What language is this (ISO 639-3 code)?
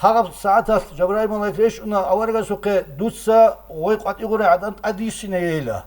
ava